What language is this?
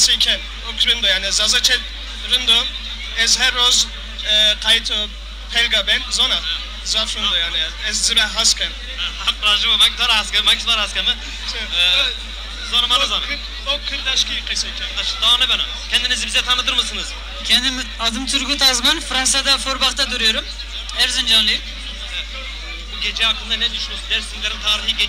Zaza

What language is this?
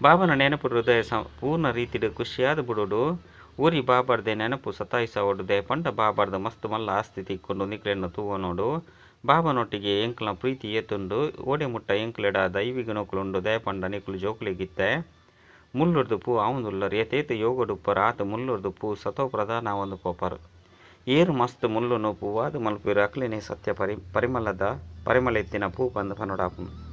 Tulu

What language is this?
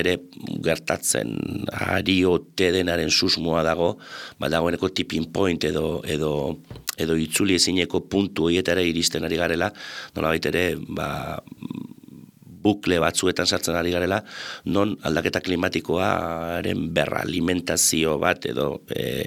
Basque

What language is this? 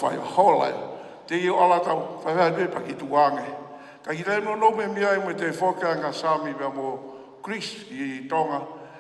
Tongan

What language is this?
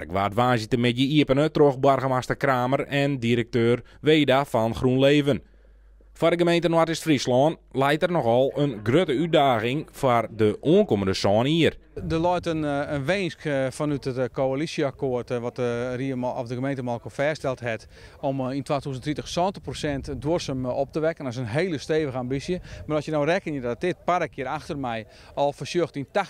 Western Frisian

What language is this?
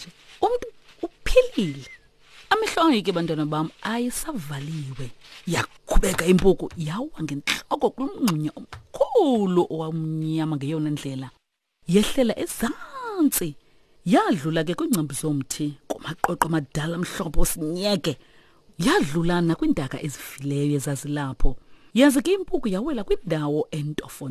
Xhosa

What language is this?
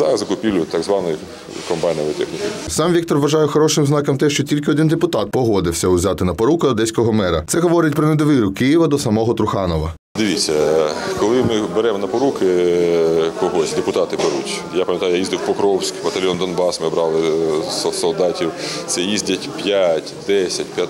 Ukrainian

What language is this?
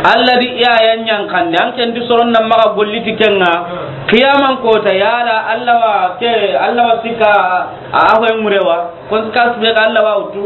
Soninke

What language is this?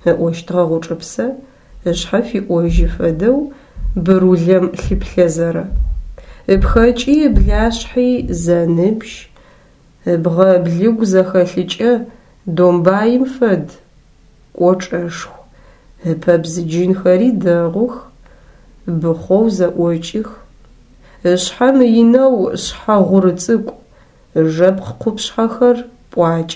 Adyghe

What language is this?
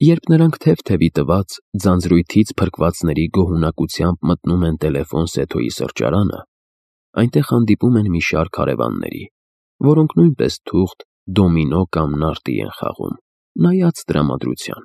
Armenian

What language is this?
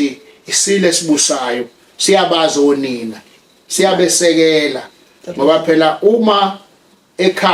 Zulu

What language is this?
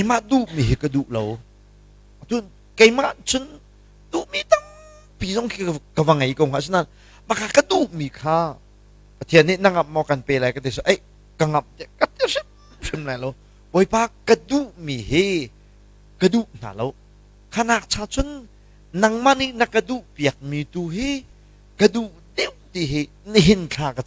Hakha Chin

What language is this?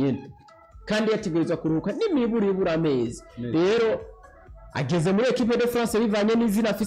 Rundi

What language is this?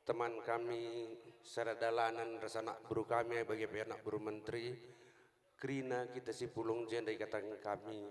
Batak Karo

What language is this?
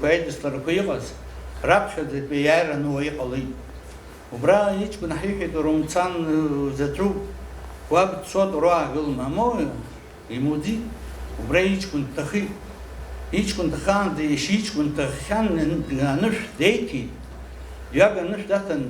Abkhazian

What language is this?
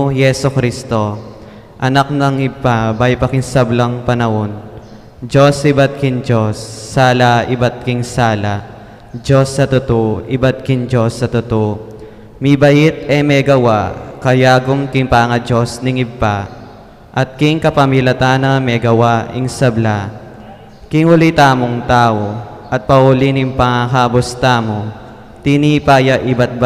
Pampanga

